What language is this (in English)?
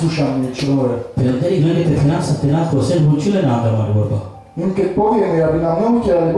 Slovak